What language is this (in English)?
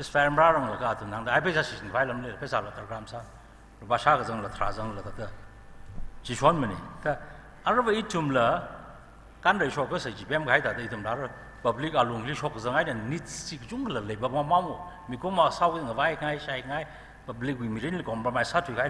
Tangkhul Naga (India)